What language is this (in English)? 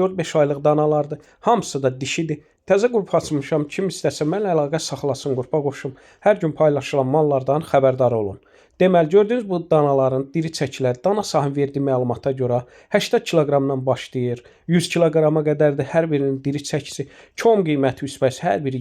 Azerbaijani